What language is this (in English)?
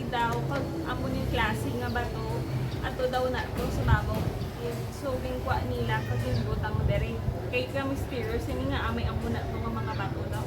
Hiligaynon